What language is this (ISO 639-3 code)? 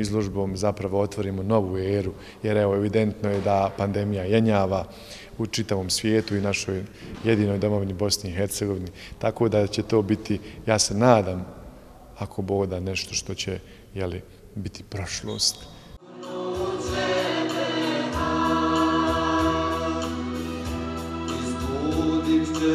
bos